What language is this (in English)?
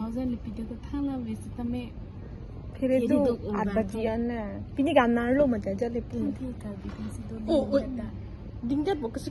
Karbi